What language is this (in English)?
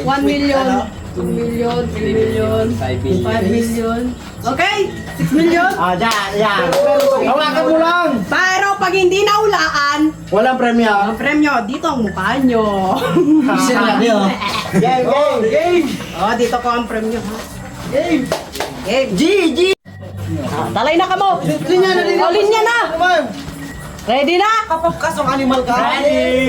Bikol